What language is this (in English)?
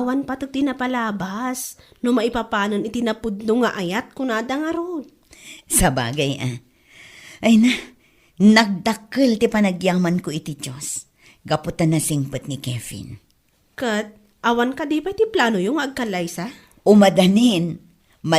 Iloko